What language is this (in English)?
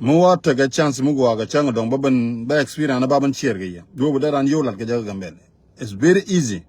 Nuer